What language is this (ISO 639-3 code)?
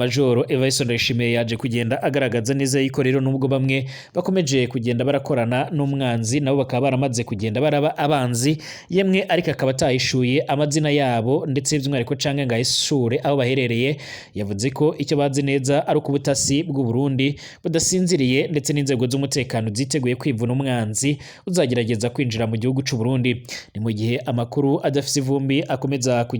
run